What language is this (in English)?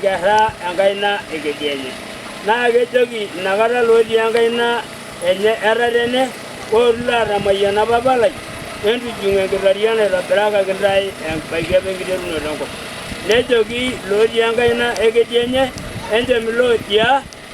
Masai